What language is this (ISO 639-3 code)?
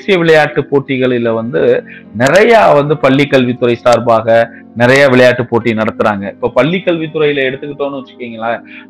tam